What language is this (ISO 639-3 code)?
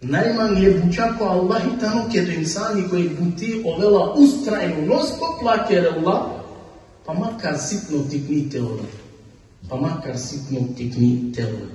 rmn